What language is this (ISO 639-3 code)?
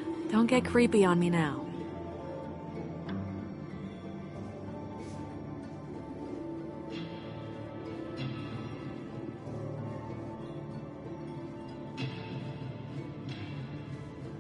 eng